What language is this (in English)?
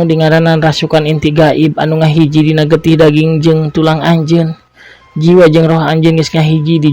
Sundanese